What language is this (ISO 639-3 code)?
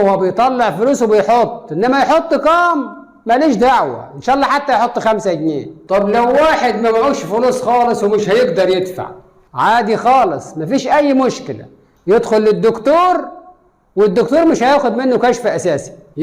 arz